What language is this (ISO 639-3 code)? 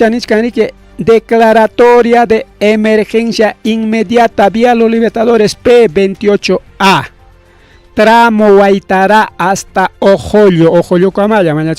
quy